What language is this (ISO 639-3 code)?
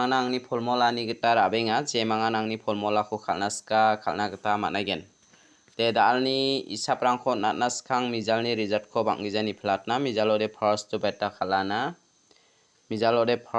grt